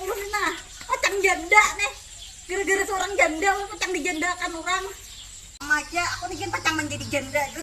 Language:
Banjar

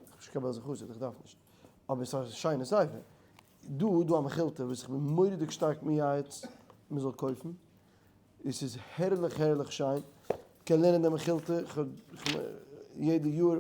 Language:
Yiddish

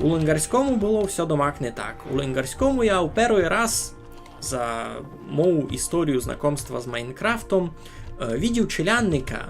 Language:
Rusyn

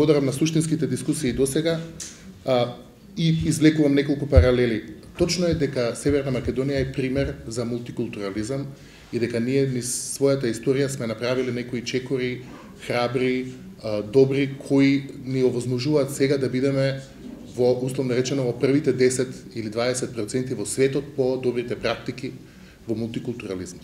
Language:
Macedonian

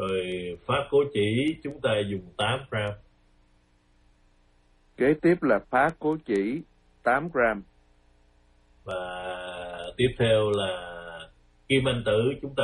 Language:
Vietnamese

